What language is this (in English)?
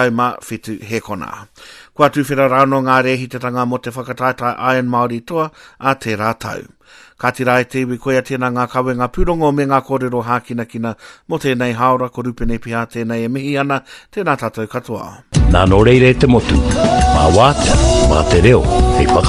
Māori